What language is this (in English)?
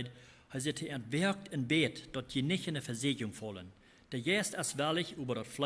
Plautdietsch